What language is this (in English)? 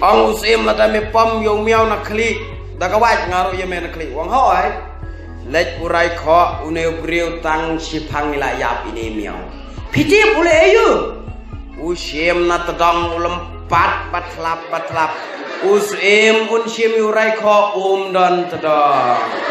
Khasi